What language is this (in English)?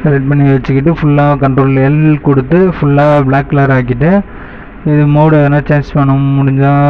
Tamil